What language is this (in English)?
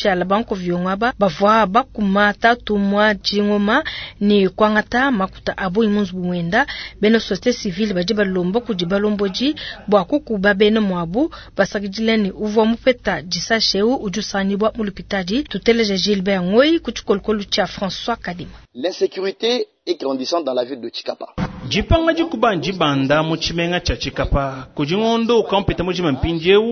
Luba-Lulua